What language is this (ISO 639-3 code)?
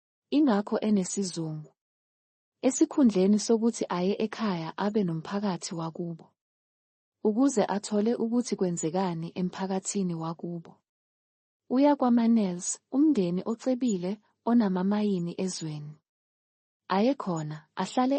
zul